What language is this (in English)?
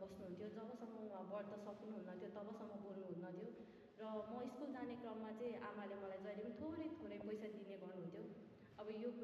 Nepali